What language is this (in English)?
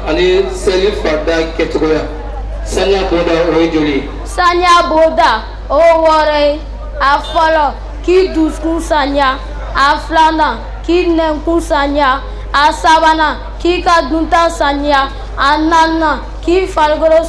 Bambara